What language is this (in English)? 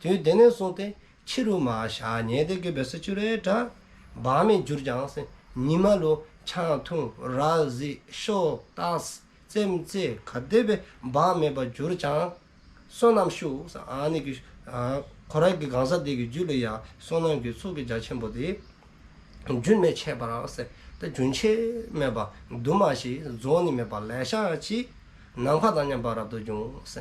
Dzongkha